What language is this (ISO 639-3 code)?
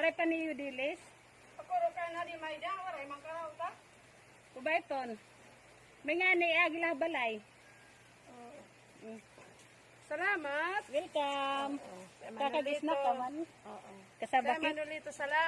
war